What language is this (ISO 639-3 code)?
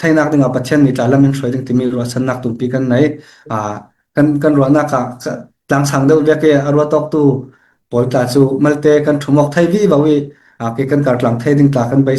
cfm